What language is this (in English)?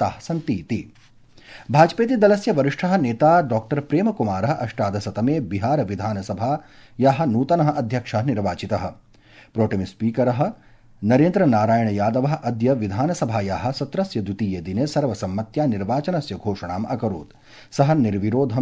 Sanskrit